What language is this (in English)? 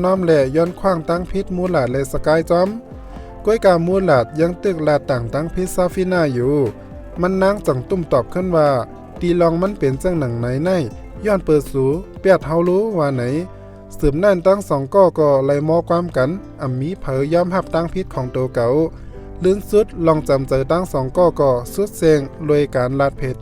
Shan